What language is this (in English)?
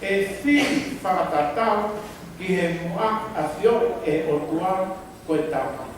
Tongan